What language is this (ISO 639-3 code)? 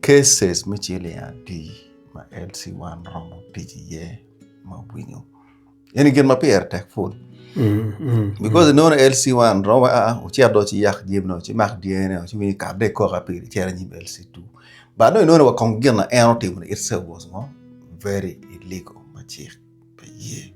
ach